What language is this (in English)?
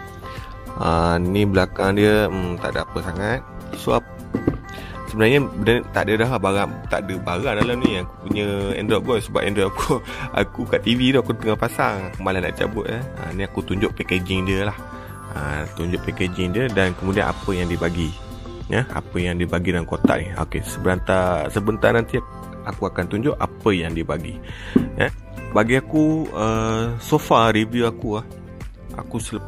Malay